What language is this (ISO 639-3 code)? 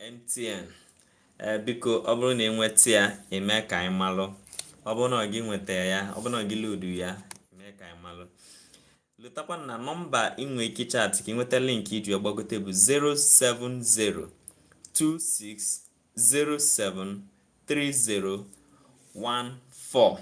ibo